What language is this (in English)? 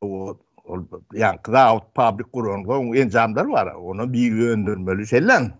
Turkmen